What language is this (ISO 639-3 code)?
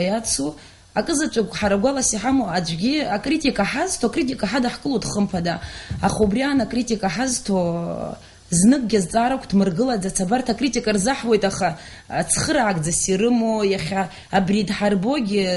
abk